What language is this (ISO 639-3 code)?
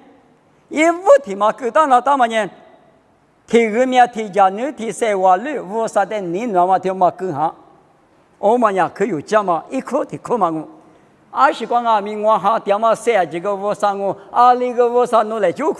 lis